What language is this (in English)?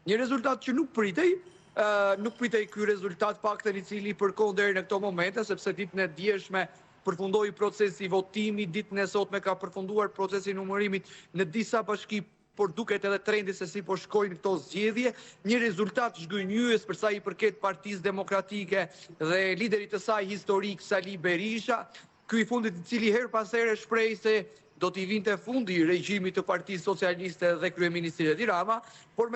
Albanian